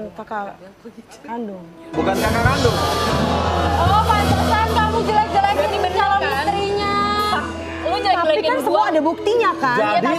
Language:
Indonesian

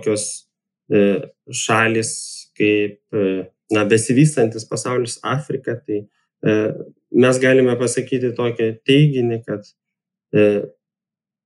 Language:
Lithuanian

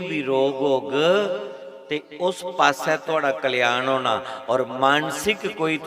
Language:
Dogri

